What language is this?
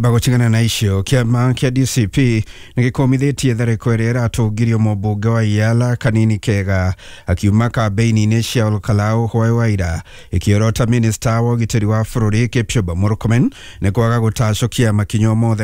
Kikuyu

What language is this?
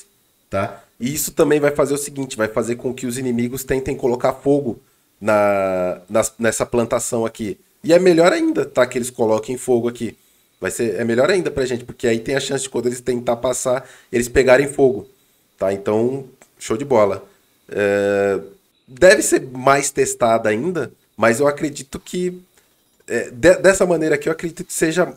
Portuguese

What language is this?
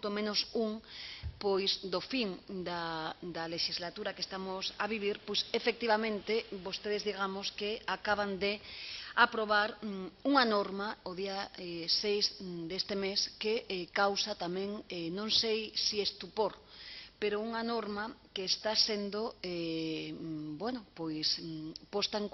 Galician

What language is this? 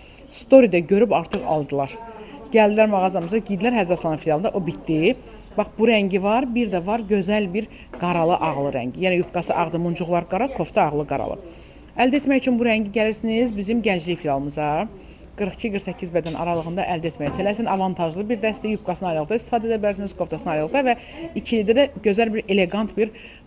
Azerbaijani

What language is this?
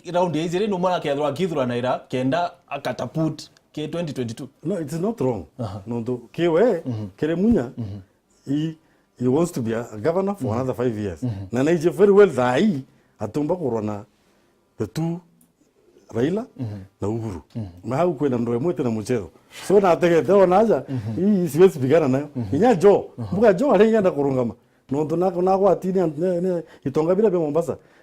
Meru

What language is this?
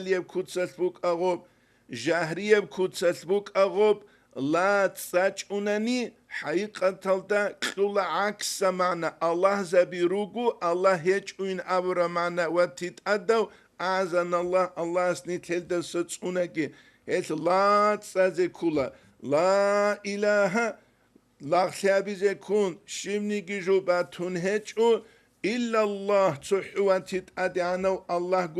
Avaric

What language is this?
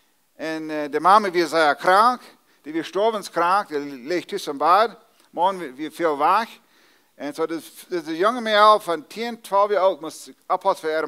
Plautdietsch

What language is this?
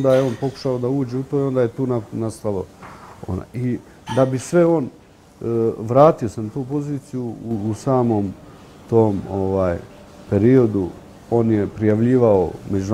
Bosnian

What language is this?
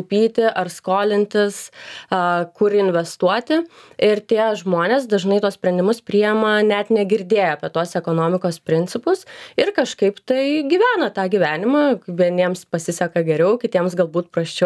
Lithuanian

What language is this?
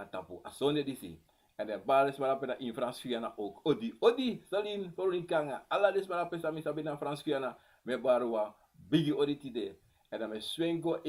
Sranan Tongo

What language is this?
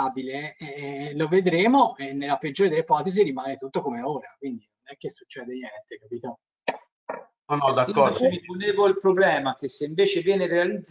Italian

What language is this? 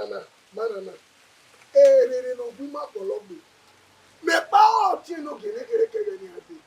Bini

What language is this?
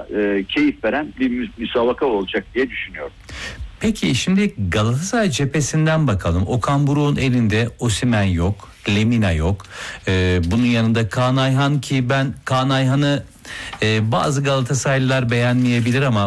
Turkish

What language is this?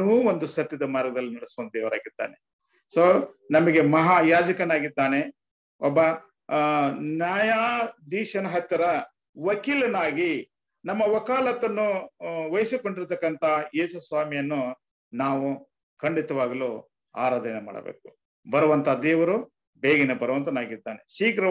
Kannada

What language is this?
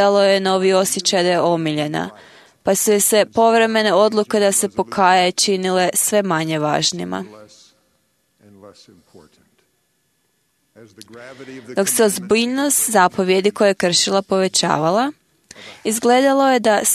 Croatian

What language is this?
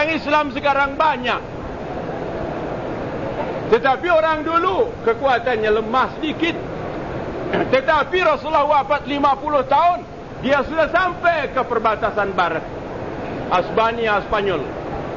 Malay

